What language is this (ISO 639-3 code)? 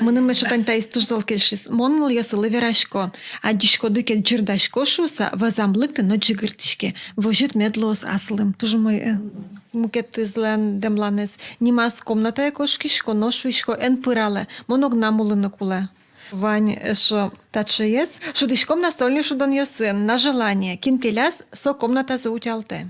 udm